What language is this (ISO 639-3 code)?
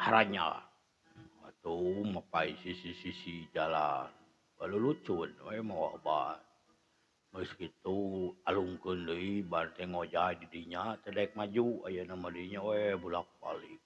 sun